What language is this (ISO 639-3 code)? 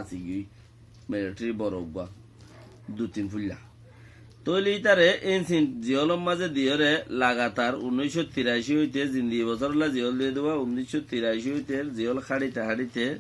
rhg